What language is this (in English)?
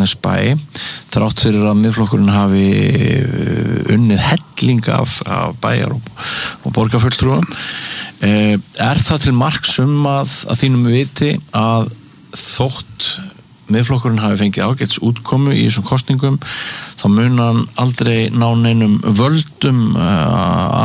Icelandic